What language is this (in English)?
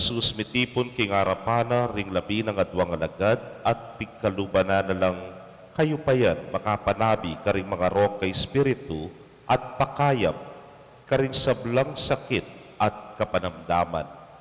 Pampanga